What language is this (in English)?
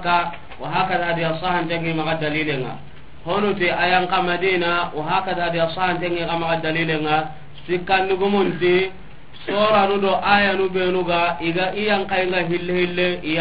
Soninke